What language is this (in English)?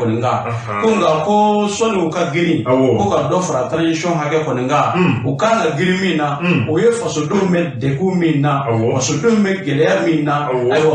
Bambara